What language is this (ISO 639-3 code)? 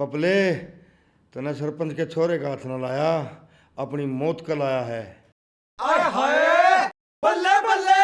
bgc